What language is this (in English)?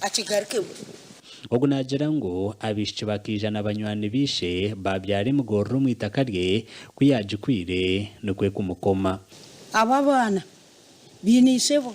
Nyankole